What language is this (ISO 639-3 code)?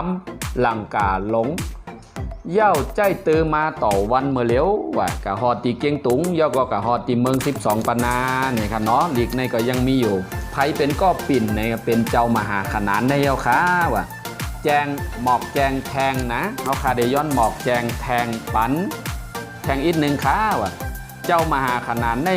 shn